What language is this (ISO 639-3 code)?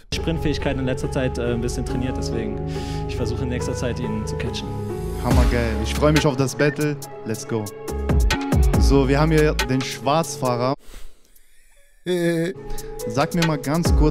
deu